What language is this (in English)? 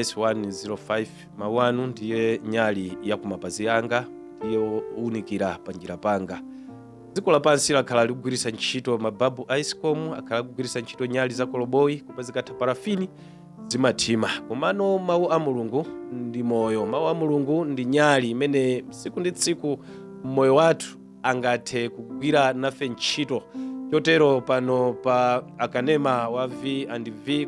Nyanja